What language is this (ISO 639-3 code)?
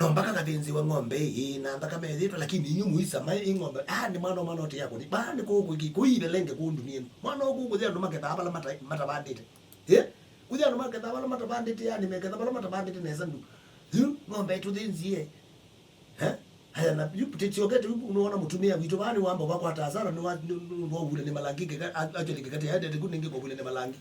kam